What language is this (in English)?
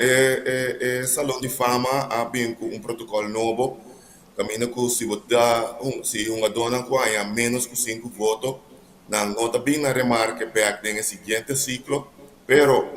Papiamento